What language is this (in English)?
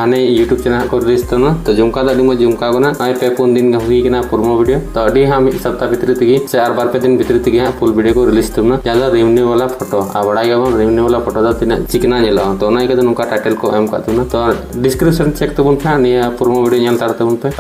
Santali